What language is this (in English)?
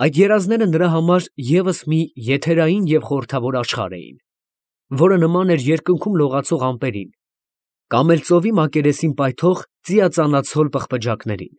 Armenian